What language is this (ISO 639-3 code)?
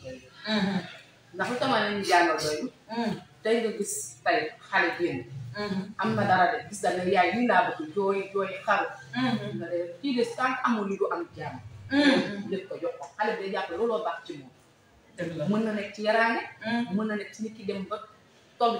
wol